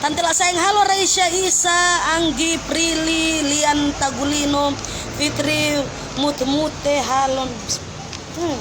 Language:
Manado Malay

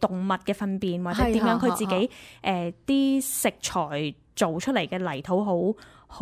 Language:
Cantonese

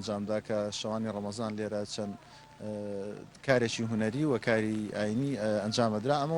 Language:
Central Kurdish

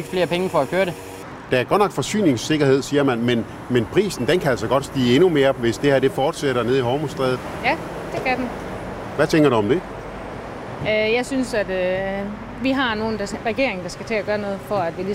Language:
Danish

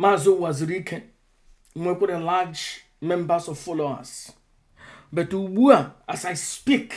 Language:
Igbo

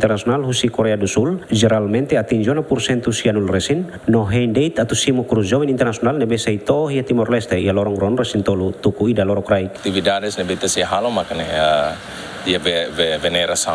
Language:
Tetum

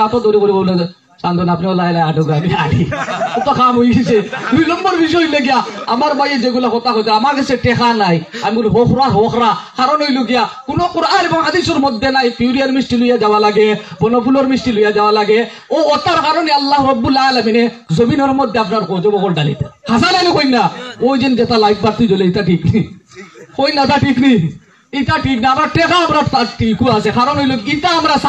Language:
Sylheti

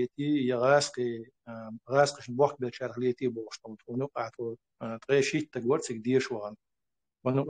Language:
Chechen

